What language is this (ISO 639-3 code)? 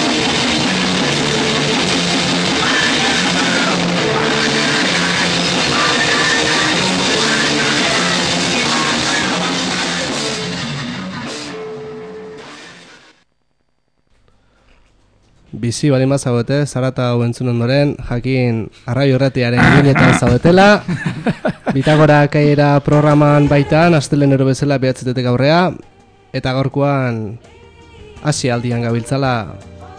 eus